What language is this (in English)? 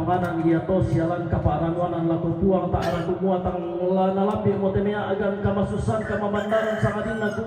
Toraja-Sa'dan